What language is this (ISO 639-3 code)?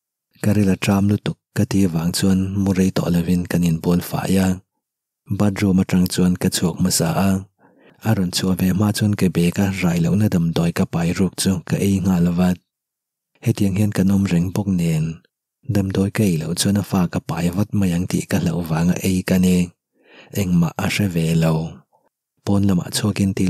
lus